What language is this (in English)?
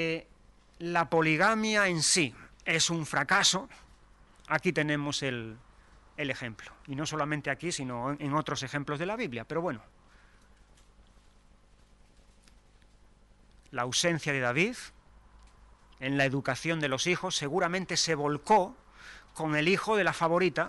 Spanish